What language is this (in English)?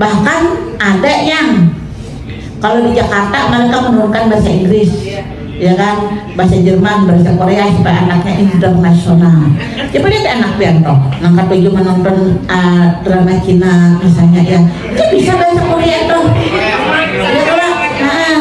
Banjar